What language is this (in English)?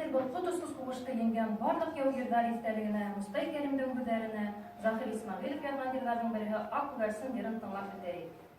Bashkir